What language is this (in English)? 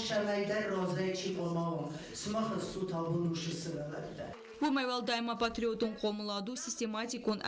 Ossetic